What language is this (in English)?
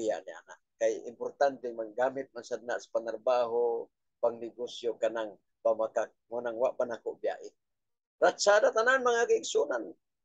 Cebuano